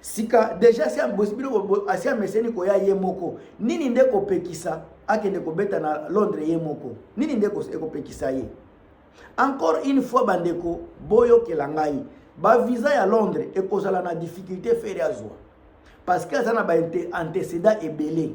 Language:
Lingala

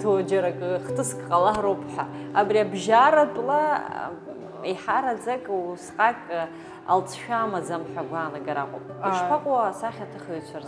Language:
Abkhazian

